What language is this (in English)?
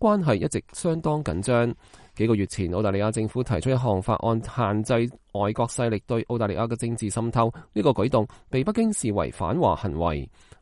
Cantonese